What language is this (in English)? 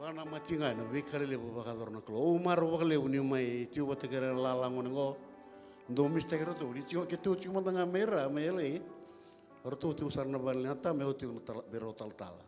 Fijian